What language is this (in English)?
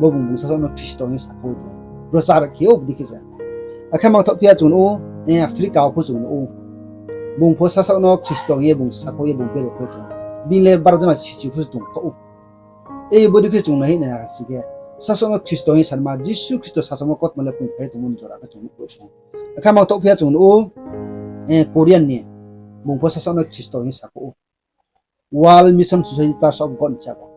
Riang (India)